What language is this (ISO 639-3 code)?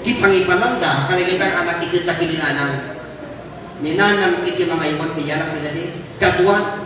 ilo